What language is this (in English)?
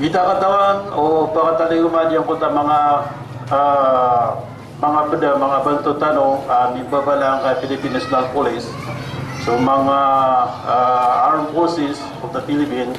Maranao